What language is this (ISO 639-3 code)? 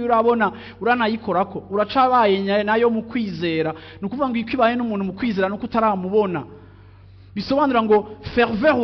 run